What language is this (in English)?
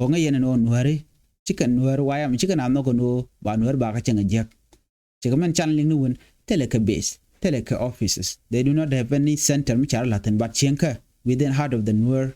Nuer